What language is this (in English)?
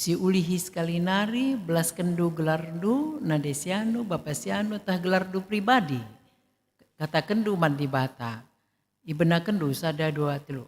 Batak Karo